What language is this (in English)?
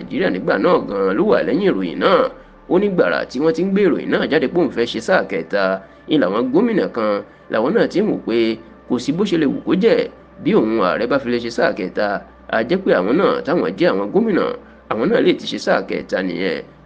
Yoruba